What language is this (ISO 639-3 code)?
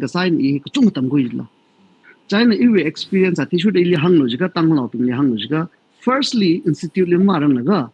nmf